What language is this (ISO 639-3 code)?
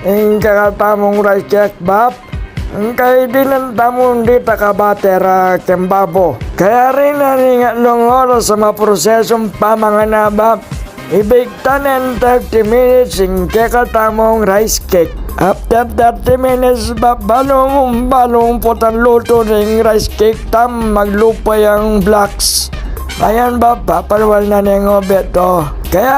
pam